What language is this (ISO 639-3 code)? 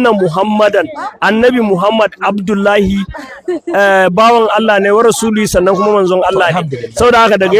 hau